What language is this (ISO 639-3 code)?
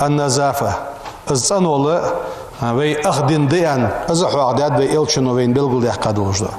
inh